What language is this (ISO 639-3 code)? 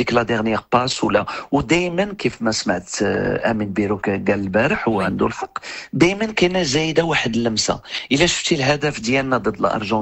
ary